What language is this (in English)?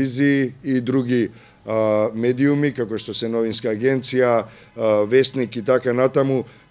Macedonian